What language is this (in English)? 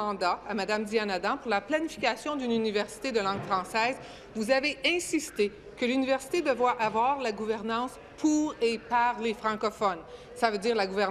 French